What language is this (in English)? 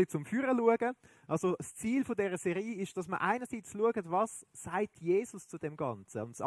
Swiss German